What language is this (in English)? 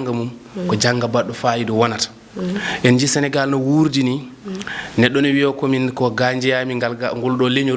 Fula